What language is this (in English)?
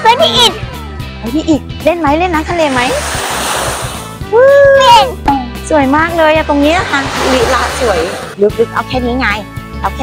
Thai